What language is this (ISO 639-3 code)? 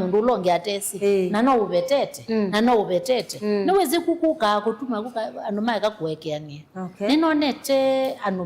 kam